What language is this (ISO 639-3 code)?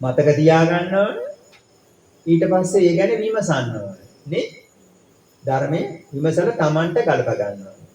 sin